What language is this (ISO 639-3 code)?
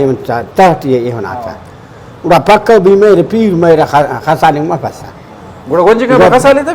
brh